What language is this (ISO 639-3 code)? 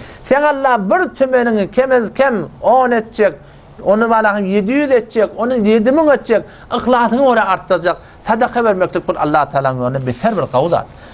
tuk